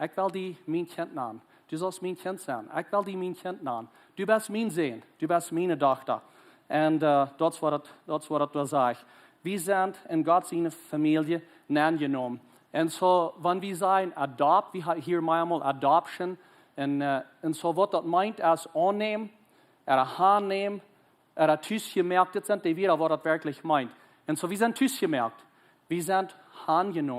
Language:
Plautdietsch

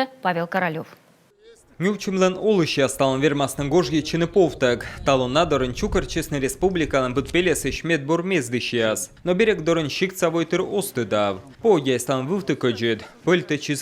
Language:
Komi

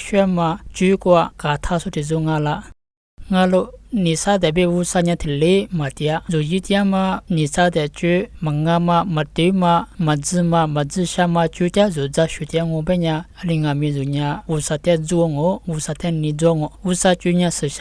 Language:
Lisu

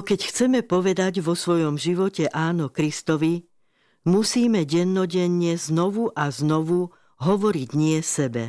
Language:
Slovak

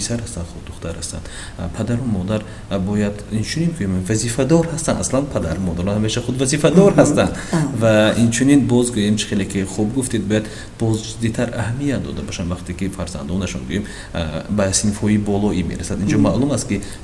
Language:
Tajik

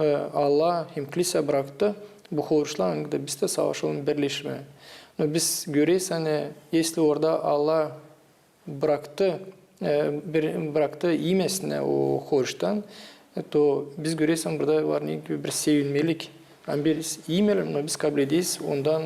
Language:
Gagauz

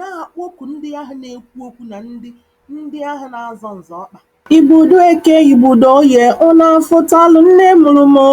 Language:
Igbo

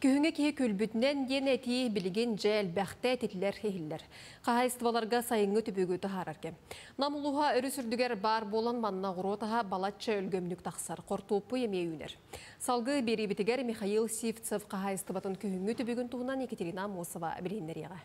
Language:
Yakut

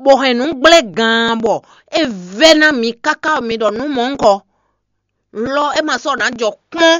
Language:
Fon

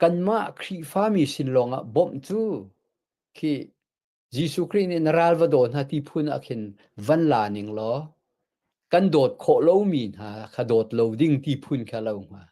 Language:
Hakha Chin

